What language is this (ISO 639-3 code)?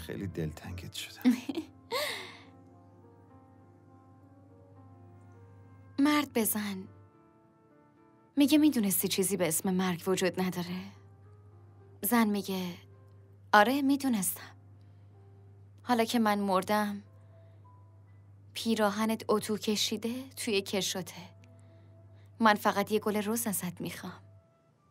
fas